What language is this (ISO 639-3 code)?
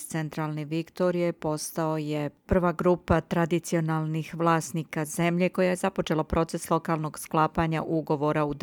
srp